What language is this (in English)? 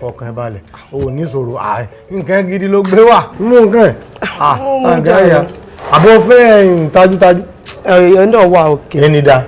Yoruba